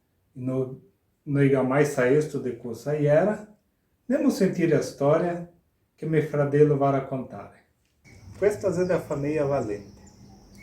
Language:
Venetian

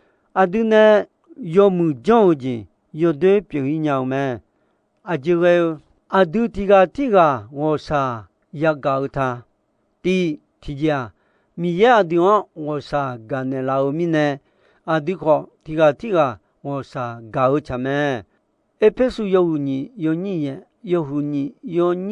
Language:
Akha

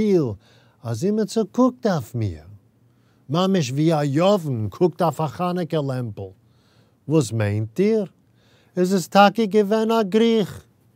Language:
Yiddish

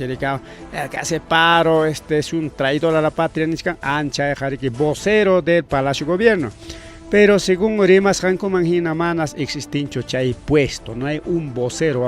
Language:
Ayacucho Quechua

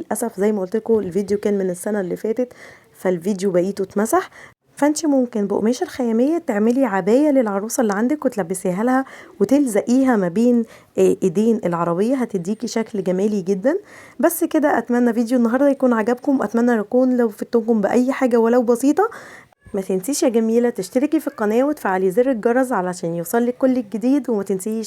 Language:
Egyptian Arabic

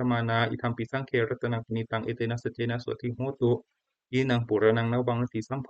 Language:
Pali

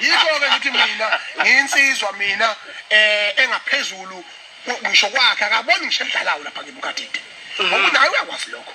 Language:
Zulu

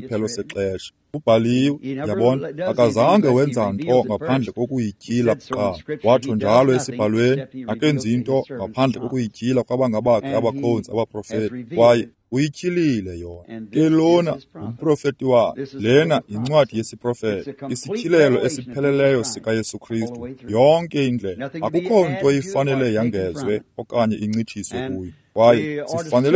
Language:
Xhosa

